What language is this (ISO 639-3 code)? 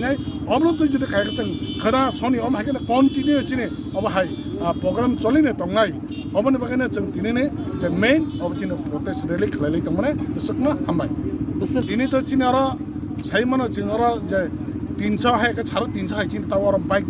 trp